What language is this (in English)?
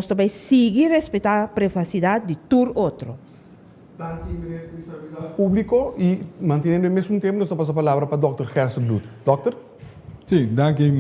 Papiamento